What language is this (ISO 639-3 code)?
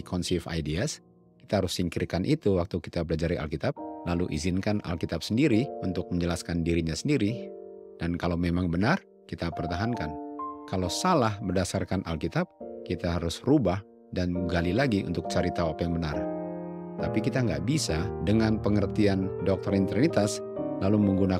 ind